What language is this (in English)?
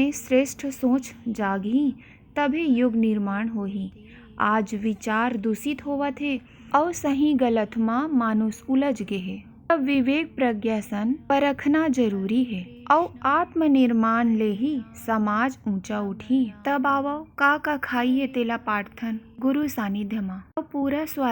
Chhattisgarhi